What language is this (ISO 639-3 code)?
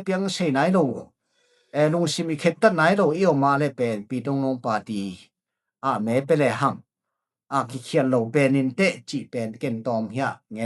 ctd